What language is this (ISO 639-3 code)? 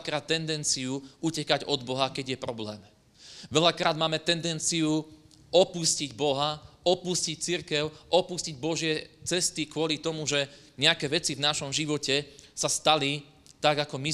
slk